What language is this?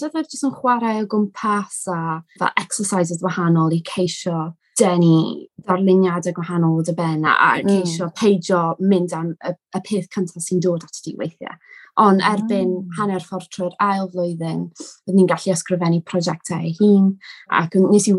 Welsh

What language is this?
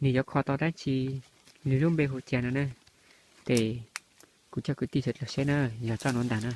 Hmong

